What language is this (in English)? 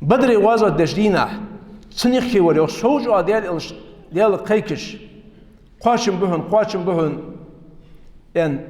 Ingush